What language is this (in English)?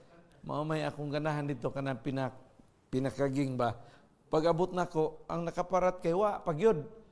Cebuano